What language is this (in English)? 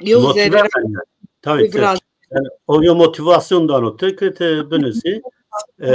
Zaza